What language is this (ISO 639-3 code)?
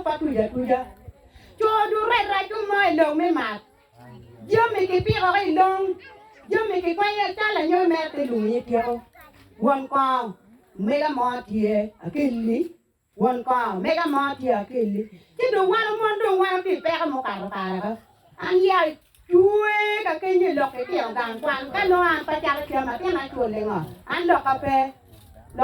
ach